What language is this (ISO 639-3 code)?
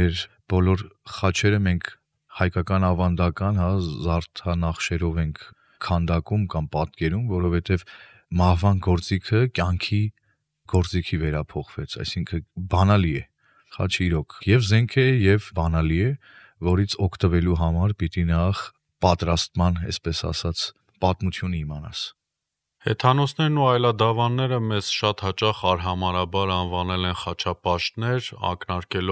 hye